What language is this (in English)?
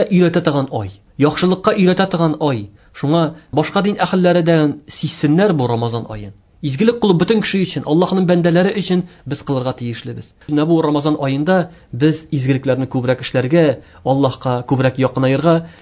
Tatar